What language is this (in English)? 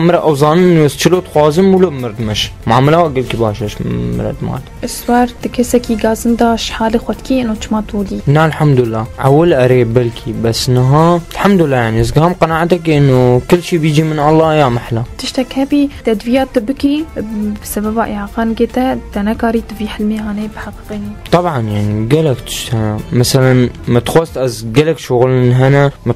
Kurdish